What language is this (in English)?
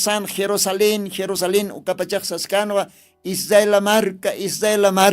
Aymara